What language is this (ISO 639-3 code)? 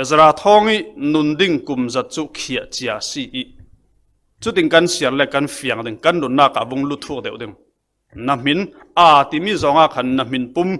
cfm